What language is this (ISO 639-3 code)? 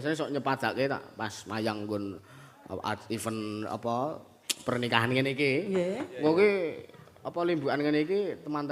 jav